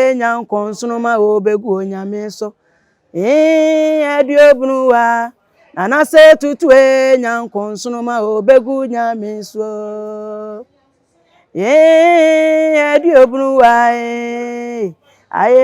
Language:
Akan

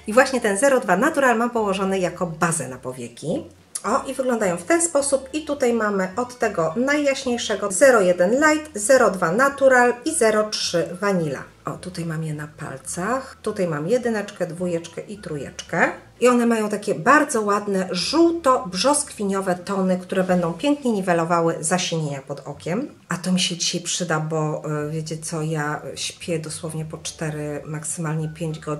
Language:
Polish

